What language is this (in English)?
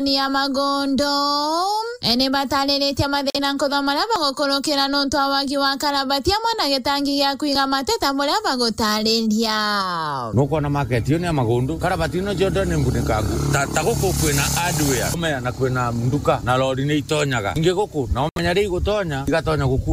Meru